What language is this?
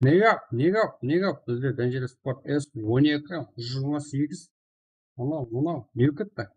Kara-Kalpak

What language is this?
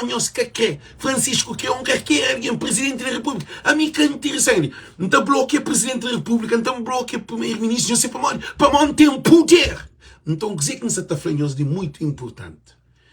Kabuverdianu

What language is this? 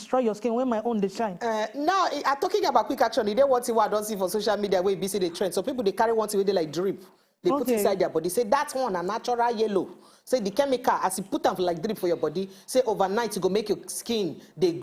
Nigerian Pidgin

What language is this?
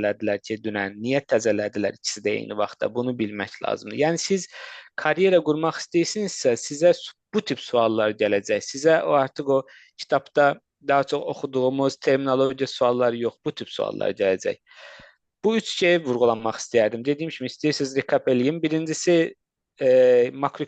Azerbaijani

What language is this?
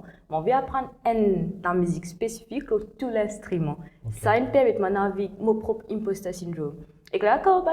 Morisyen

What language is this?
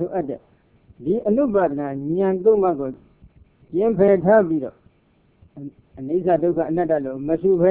Burmese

